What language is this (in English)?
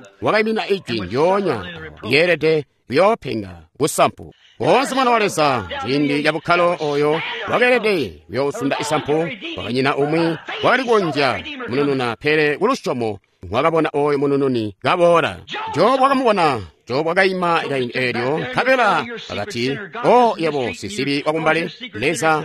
Tonga (Zambia)